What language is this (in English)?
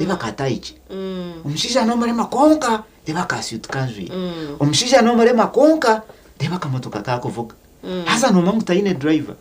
Nyankole